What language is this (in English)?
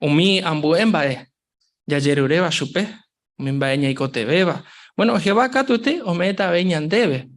Guarani